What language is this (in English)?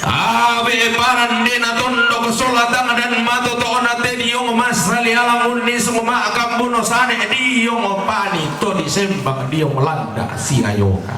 Toraja-Sa'dan